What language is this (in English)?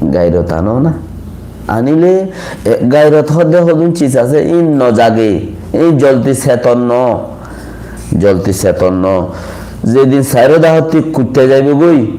Rohingya